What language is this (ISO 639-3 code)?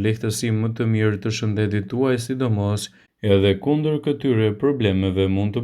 sqi